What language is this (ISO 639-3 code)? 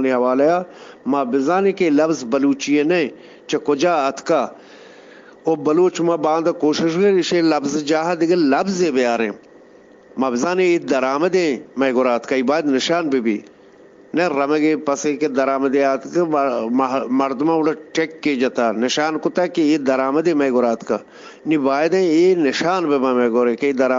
bgp